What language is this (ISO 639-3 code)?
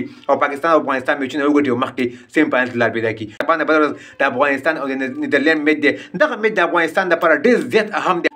pus